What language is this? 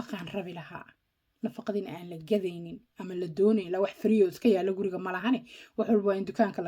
Somali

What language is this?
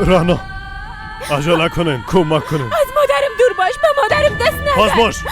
Persian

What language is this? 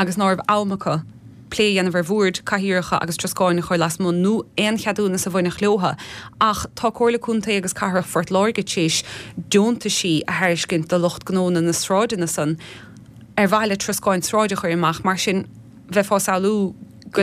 Irish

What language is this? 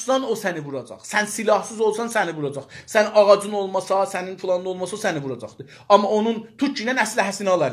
South Azerbaijani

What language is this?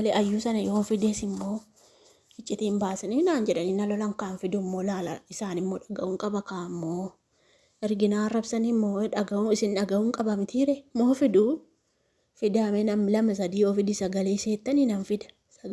Oromo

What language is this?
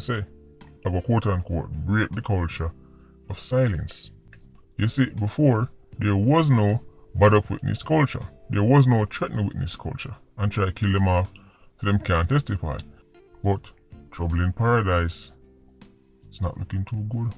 Jamaican Creole English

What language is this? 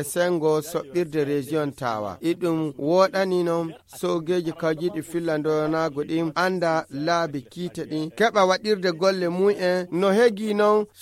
Nigerian Fulfulde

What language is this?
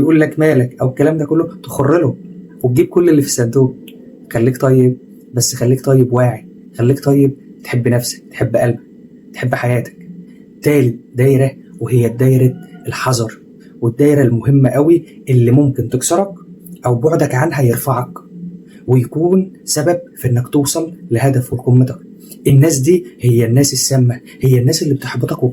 Egyptian Arabic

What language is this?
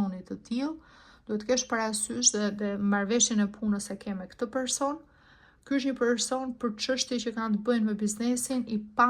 Albanian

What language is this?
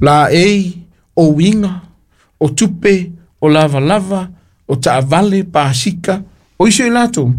Samoan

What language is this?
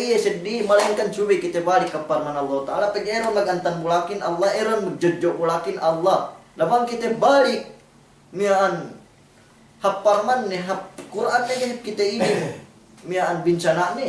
Yakan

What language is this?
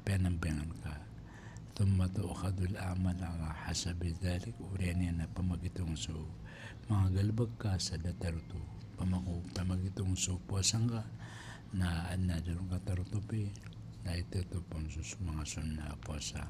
Maranao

